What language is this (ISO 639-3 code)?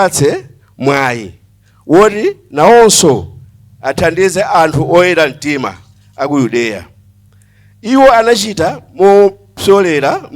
nya